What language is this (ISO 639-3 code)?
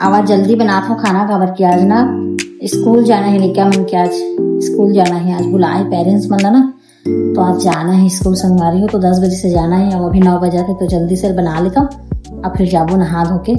hne